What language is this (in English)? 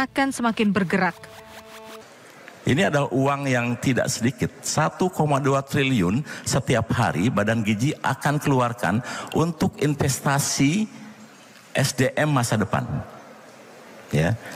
Indonesian